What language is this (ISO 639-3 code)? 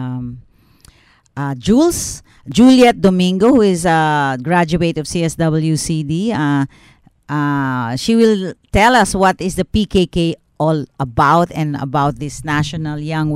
fil